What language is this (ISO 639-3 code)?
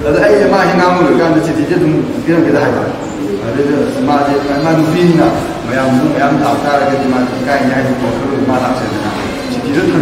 mni